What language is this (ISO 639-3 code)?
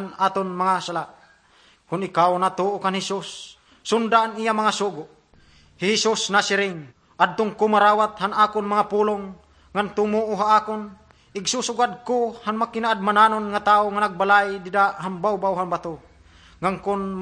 war